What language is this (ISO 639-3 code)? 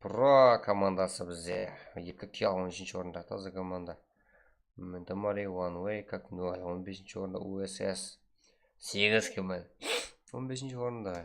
kaa